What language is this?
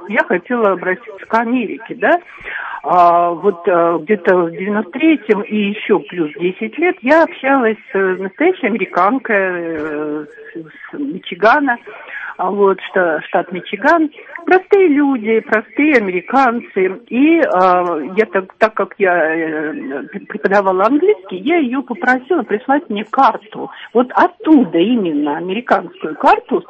Russian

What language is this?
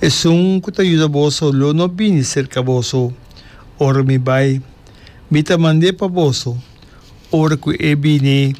Papiamento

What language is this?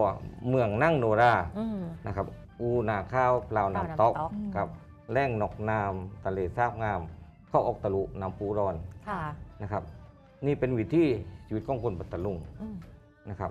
Thai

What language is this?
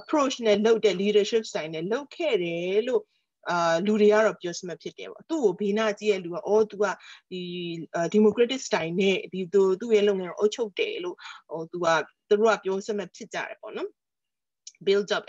Burmese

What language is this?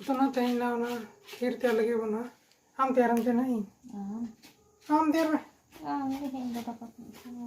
Santali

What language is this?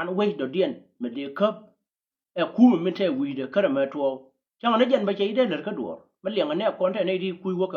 Nuer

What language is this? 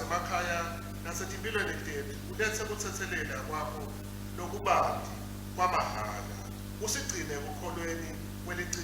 Swati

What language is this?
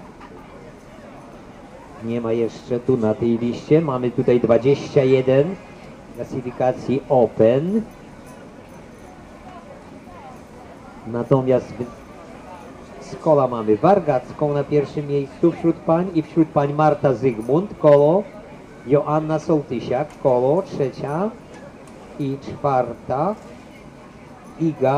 Polish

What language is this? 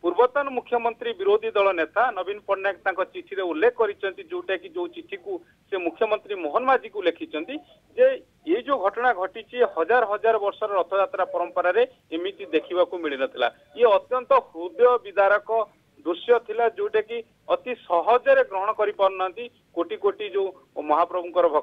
Odia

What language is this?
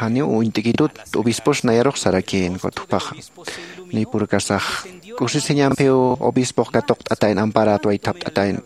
Aymara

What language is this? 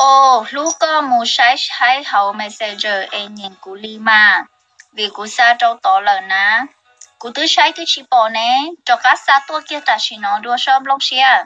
Hmong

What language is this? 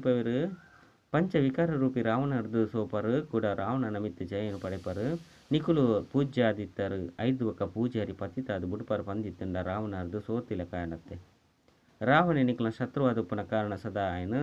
Tulu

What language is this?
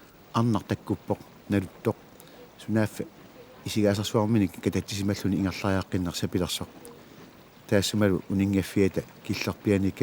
Kalaallisut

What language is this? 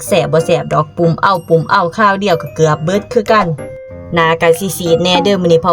Lao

